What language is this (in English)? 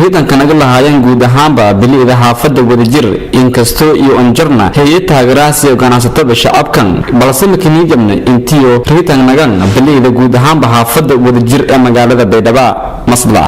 Somali